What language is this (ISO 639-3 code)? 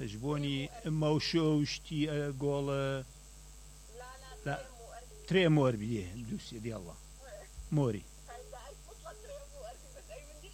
acm